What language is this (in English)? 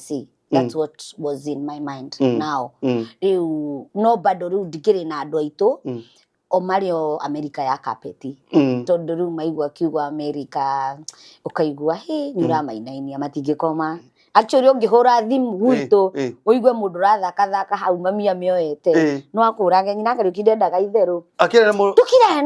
Kikuyu